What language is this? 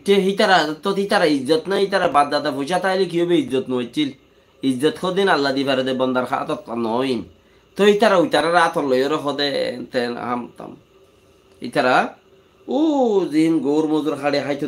Rohingya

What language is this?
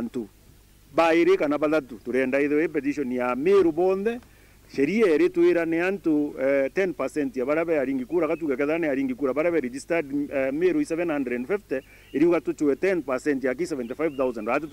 Meru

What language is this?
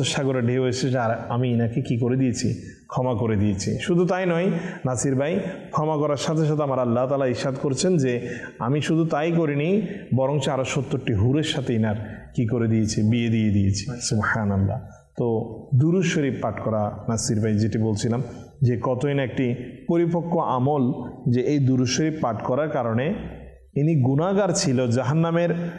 Bangla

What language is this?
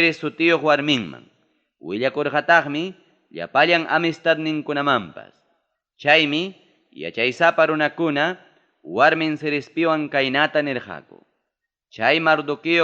Ayacucho Quechua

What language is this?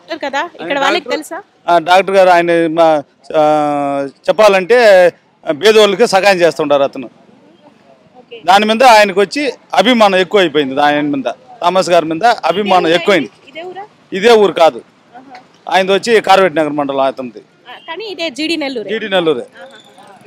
Telugu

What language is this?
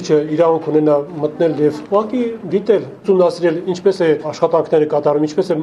Armenian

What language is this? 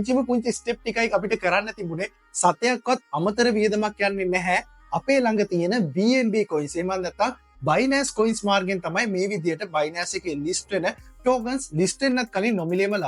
Sinhala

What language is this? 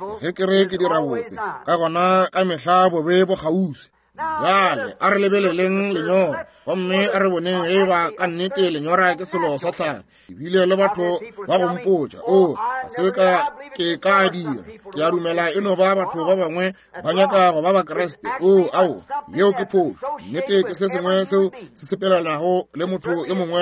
Northern Sotho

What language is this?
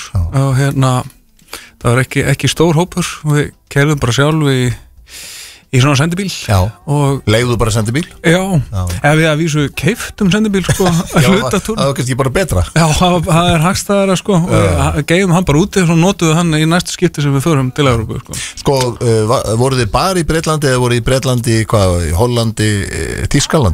Icelandic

